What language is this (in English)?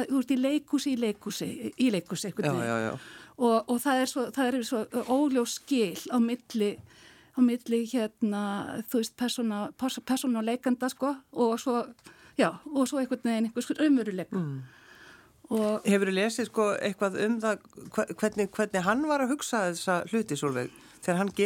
Icelandic